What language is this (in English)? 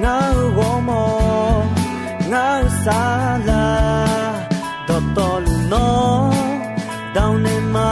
Akha